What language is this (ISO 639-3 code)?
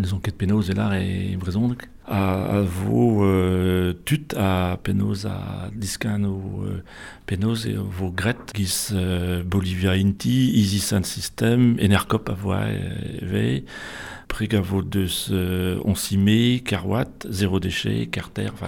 bre